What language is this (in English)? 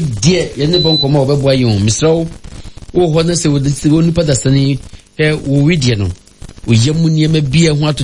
Akan